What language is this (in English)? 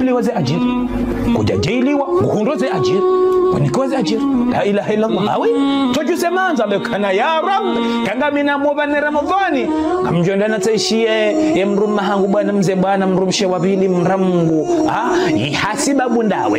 Ngazidja Comorian